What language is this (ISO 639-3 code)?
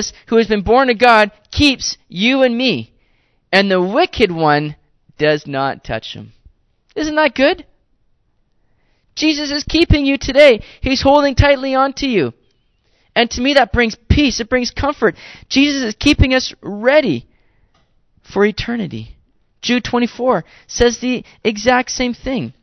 eng